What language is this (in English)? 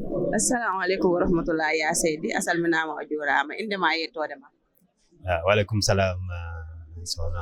Fula